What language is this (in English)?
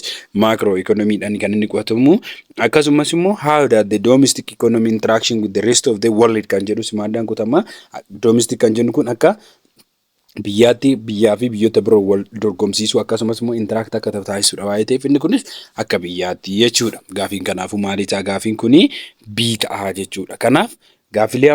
Oromo